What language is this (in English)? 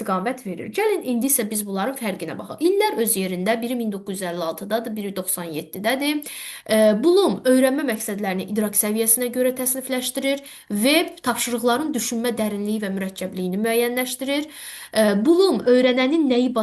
Azerbaijani